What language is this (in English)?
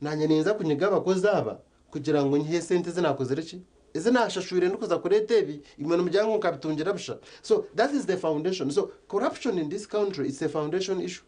Nyankole